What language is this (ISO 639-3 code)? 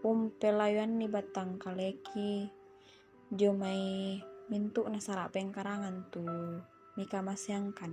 sda